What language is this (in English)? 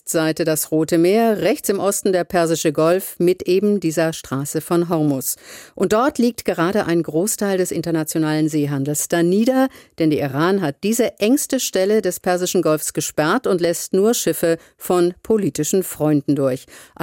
German